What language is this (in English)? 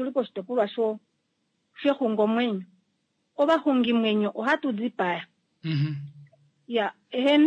Kuanyama